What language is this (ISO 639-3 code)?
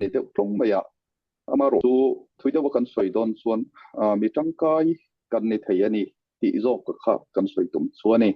lus